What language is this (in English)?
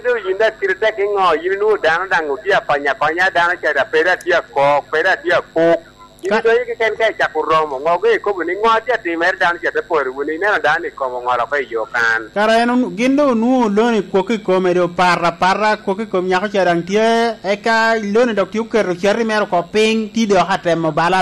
Lango (Uganda)